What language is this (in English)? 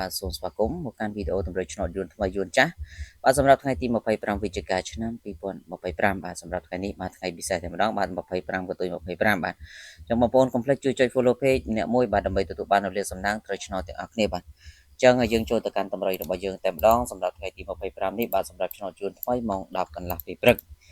Khmer